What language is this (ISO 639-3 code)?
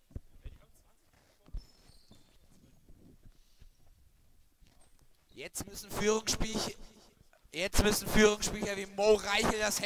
deu